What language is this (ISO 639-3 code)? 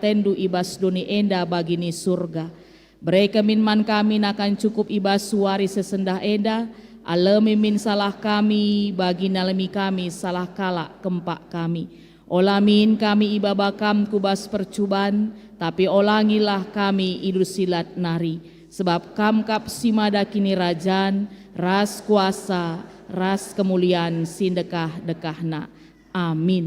btx